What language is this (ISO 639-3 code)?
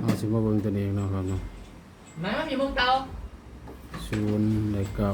tts